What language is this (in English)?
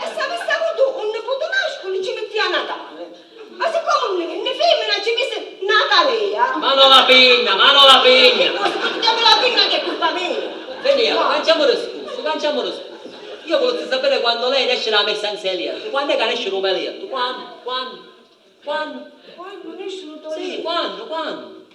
Sicilian